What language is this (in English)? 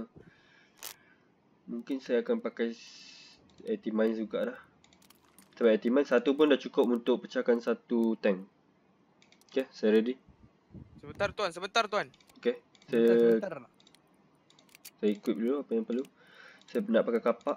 Malay